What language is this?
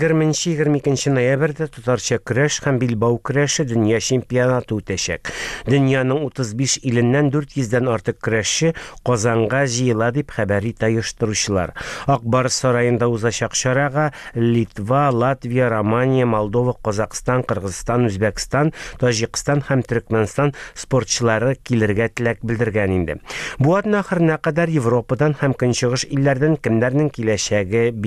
Tatar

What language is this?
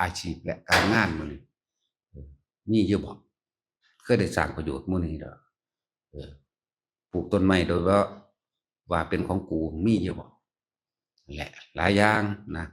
Lao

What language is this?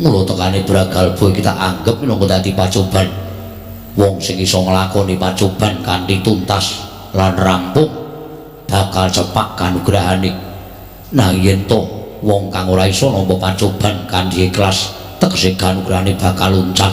Javanese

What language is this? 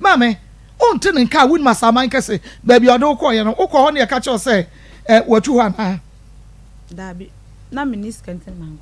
Akan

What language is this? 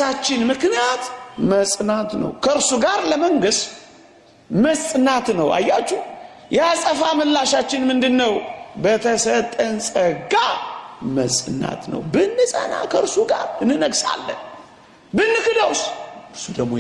Amharic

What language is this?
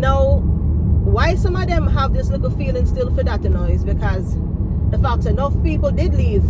Jamaican Creole English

